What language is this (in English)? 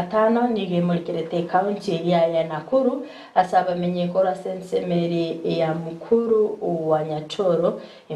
Gusii